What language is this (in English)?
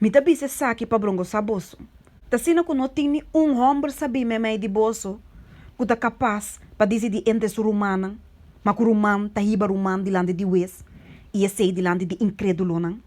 Papiamento